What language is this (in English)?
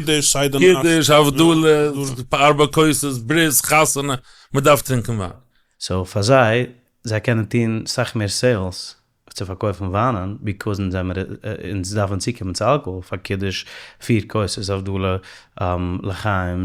Yiddish